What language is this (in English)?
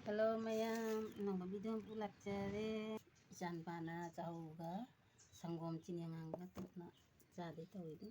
Manipuri